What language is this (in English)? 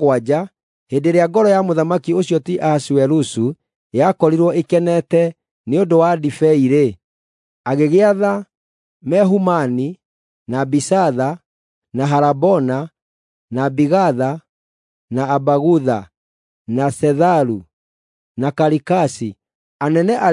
Kikuyu